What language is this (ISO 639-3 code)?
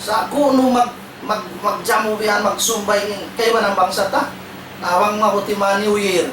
tsg